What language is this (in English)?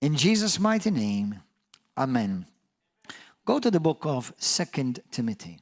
English